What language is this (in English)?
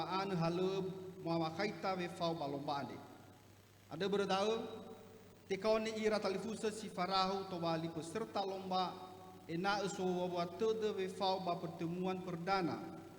Nias